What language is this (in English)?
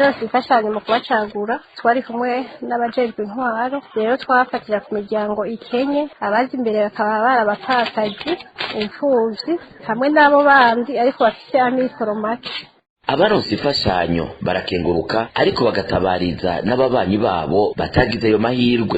Rundi